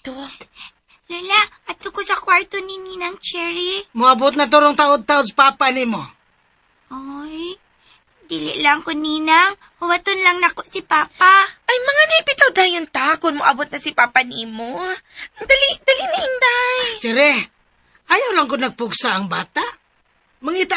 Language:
Cebuano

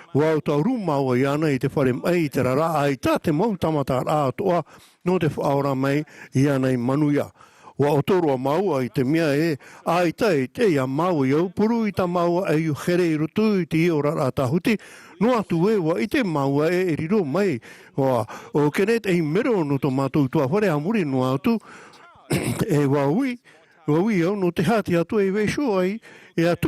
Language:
Tahitian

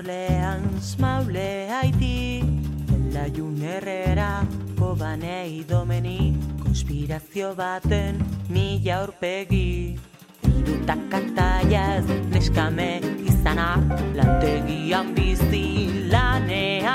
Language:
Basque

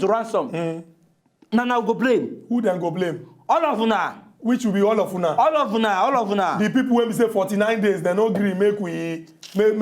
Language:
Nigerian Pidgin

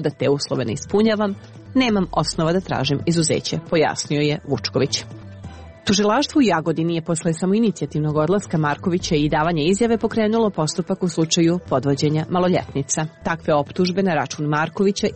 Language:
Serbian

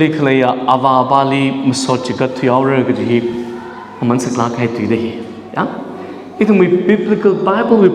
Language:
Tangkhul Naga (India)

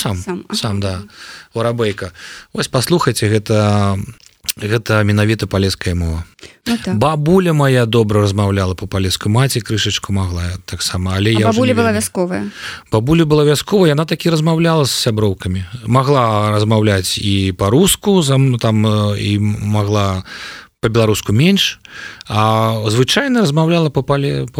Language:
Belarusian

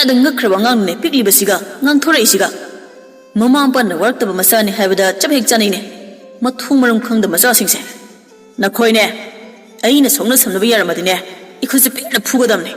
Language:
Manipuri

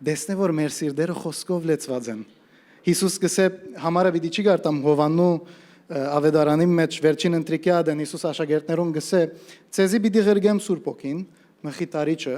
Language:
Western Armenian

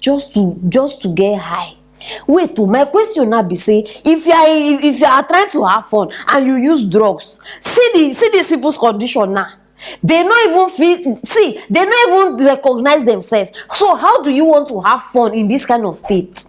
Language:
Nigerian Pidgin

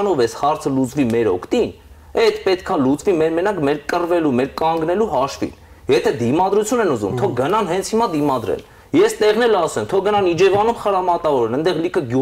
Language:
Armenian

